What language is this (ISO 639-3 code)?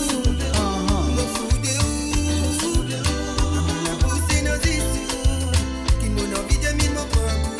mfe